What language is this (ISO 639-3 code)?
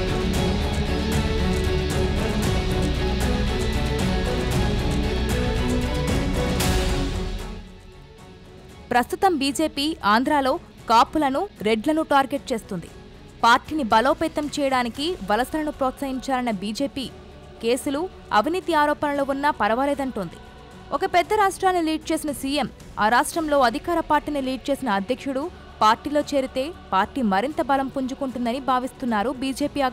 tel